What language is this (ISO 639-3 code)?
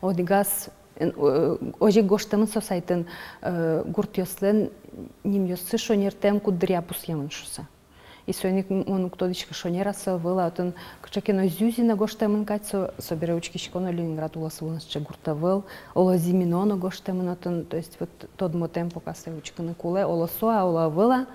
udm